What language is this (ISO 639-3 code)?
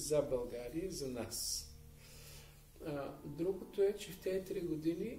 bul